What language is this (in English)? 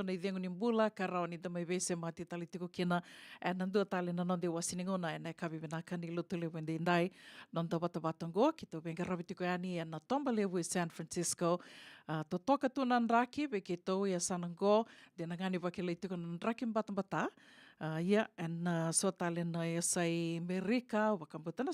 Fijian